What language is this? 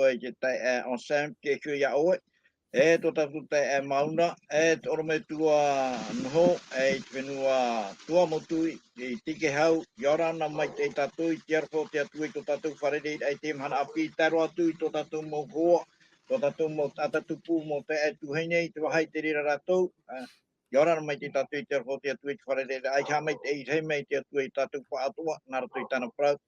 Tahitian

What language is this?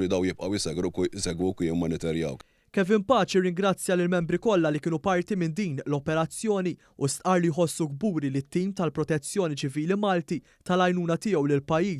Maltese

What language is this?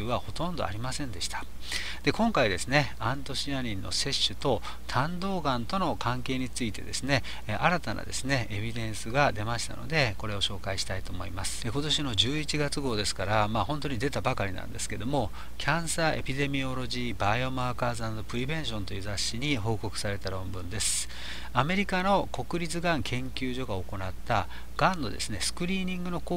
Japanese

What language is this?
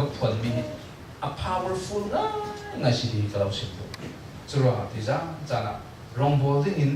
Falam Chin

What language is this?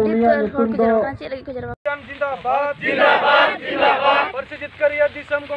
Santali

